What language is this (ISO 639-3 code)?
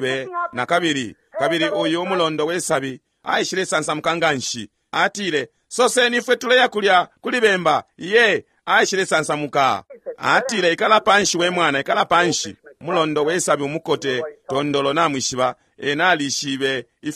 bem